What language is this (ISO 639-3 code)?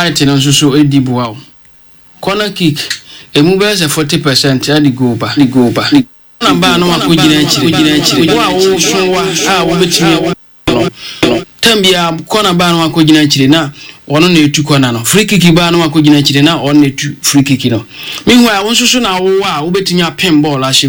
aka